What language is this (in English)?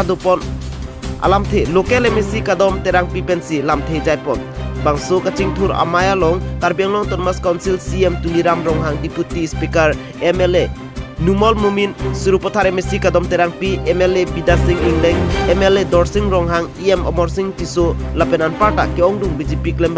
Karbi